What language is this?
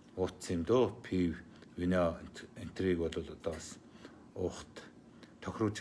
Mongolian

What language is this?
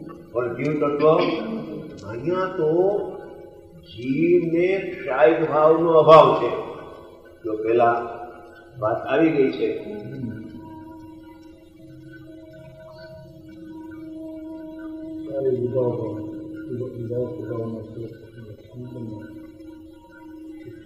Gujarati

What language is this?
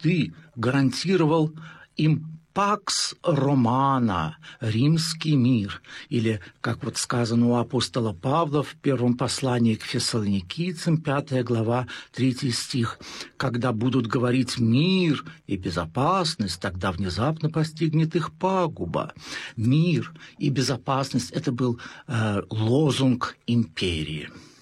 Russian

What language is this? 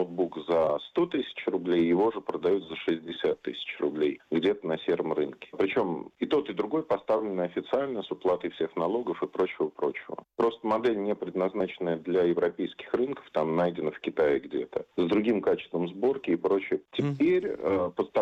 Russian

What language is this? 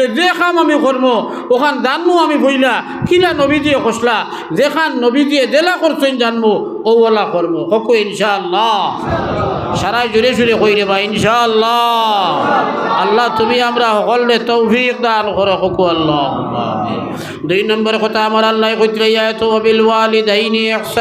Sylheti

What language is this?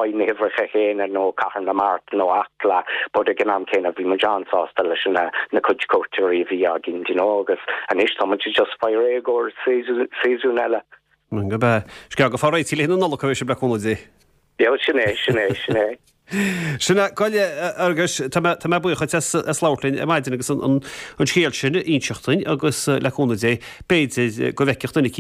Irish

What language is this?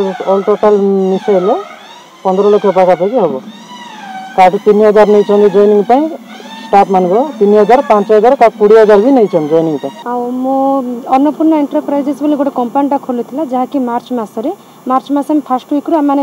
Odia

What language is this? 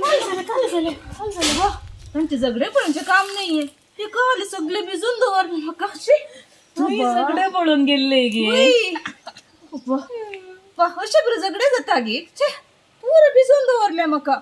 Konkani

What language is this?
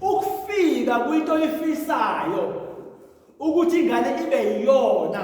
Zulu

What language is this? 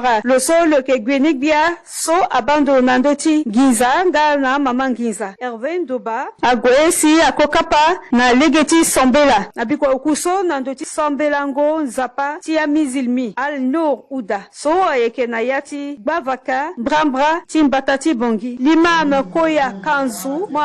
Sango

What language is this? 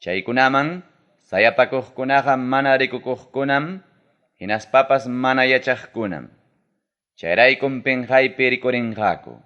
Ayacucho Quechua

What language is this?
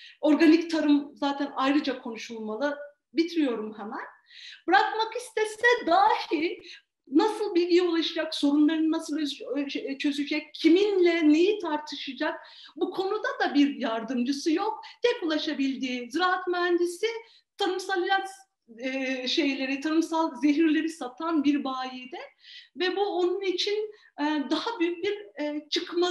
Turkish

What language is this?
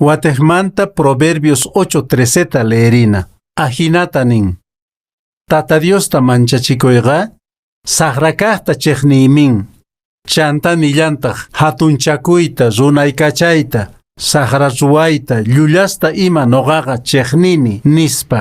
Quechua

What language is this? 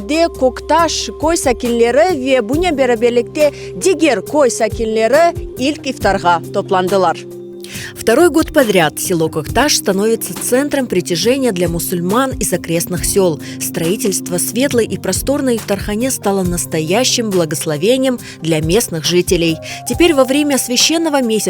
Crimean Tatar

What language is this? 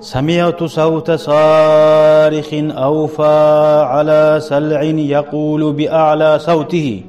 Kumyk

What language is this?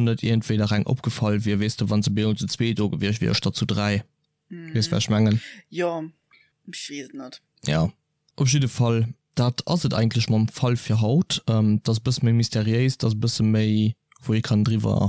Luxembourgish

